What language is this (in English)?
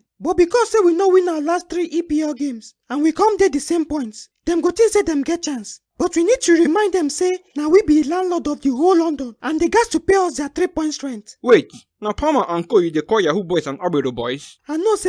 Nigerian Pidgin